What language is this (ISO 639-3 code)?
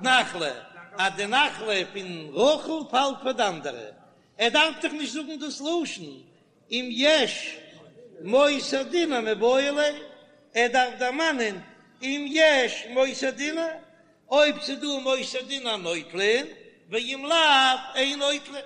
yid